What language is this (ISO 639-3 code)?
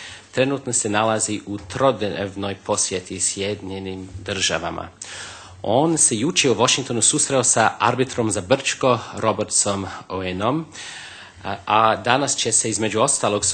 bos